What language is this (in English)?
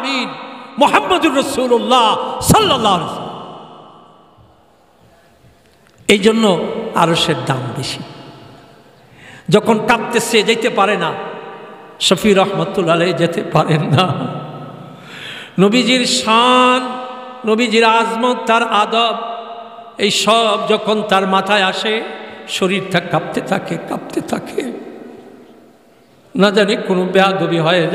Bangla